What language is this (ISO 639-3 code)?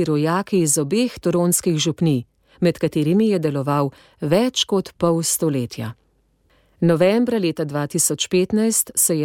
slv